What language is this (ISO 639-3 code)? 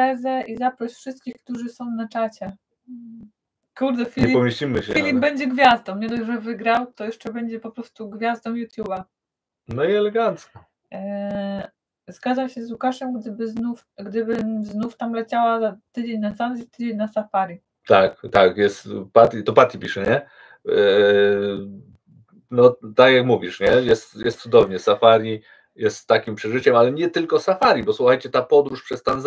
pol